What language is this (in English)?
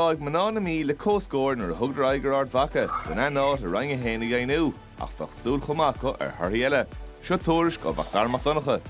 Irish